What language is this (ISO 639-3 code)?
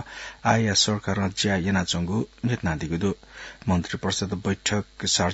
new